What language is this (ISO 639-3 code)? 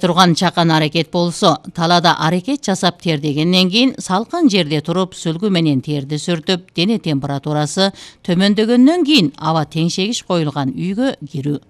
kir